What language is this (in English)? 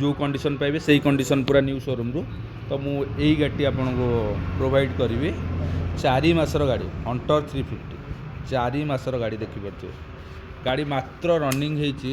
Odia